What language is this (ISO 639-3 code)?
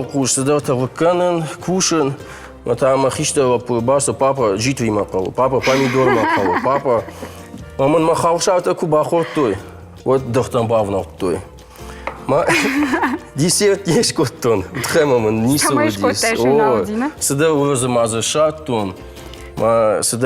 oss